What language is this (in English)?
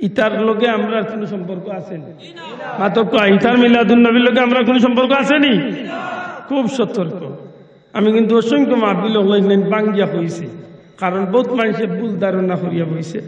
Sylheti